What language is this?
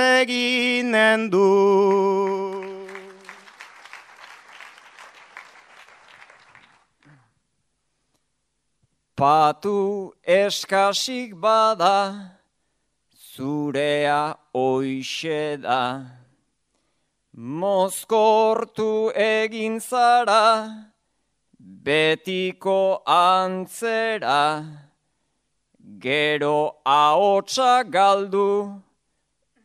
Basque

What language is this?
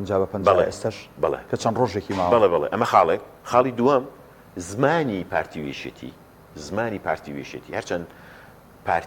Central Kurdish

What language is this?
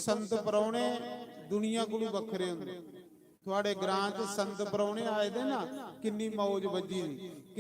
Dogri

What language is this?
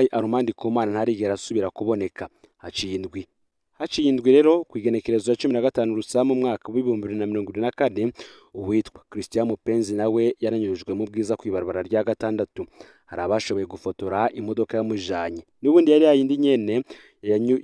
Rundi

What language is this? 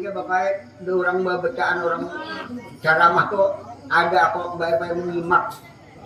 Banjar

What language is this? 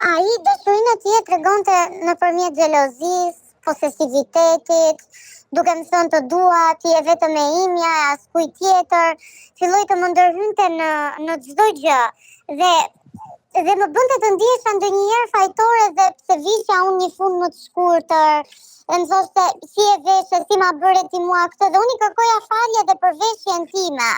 Albanian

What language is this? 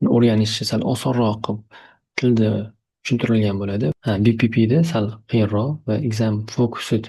Uzbek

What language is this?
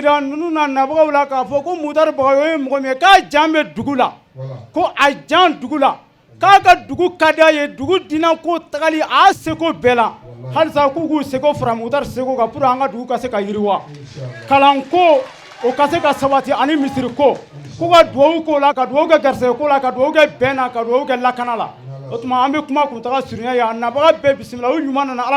Bambara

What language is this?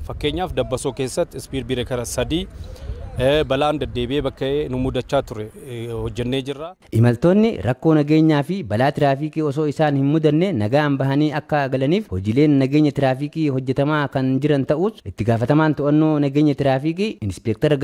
Oromo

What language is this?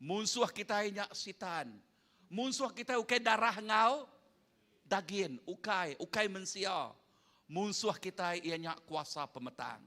Iban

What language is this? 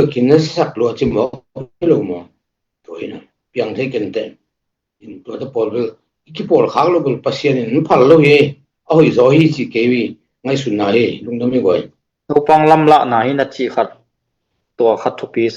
Tedim Chin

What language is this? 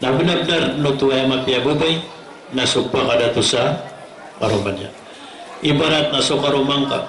Maranao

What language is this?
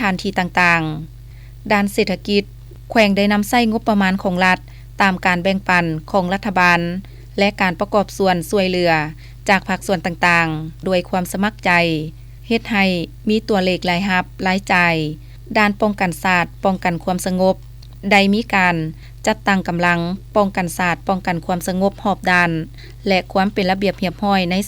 Lao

